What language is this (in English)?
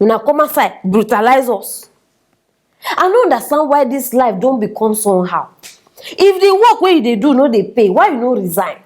Nigerian Pidgin